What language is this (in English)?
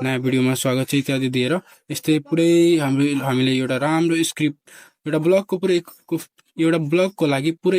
Nepali